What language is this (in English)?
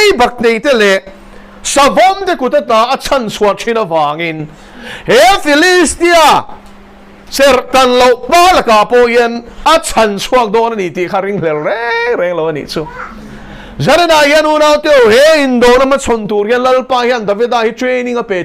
Mizo